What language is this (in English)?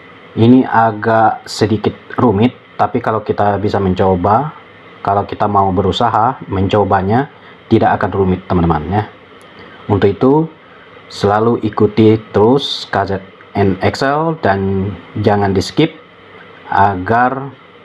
Indonesian